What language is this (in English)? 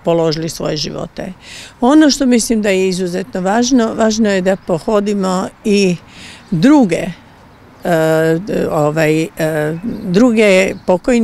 Croatian